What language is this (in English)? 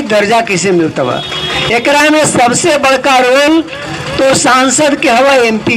Magahi